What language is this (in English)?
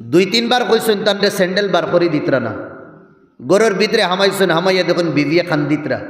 Sylheti